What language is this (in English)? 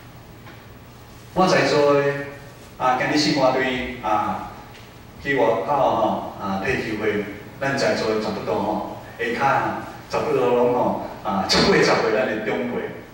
Min Nan Chinese